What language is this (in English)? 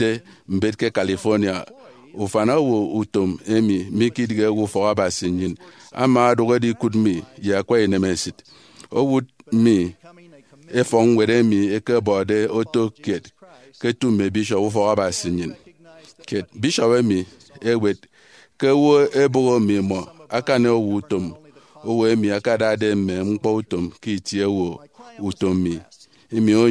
Efik